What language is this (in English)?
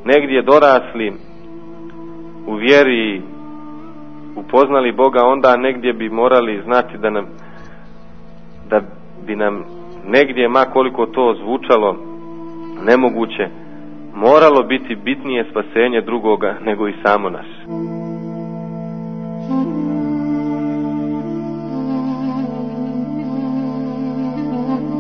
Serbian